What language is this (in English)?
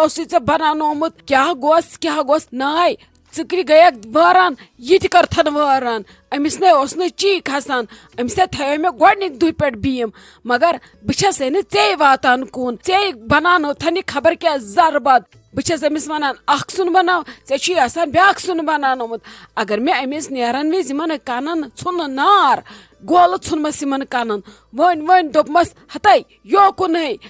Kashmiri